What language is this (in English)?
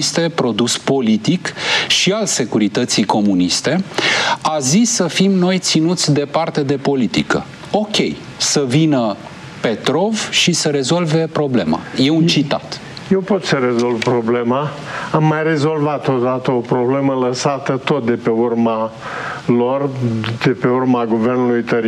Romanian